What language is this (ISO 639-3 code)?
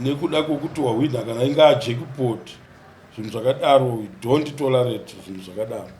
sna